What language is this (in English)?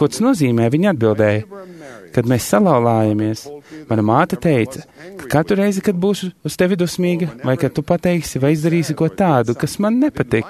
Latvian